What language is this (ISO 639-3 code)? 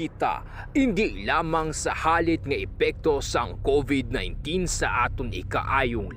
hil